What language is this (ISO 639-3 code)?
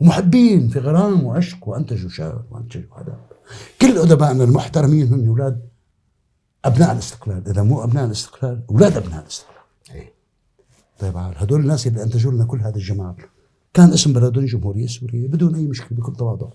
apc